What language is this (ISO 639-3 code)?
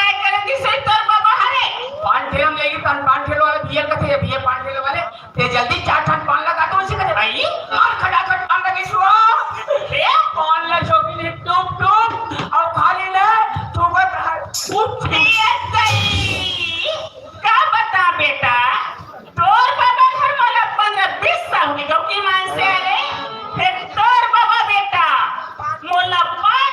hne